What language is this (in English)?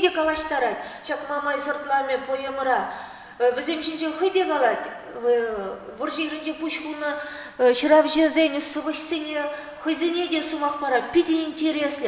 Chuvash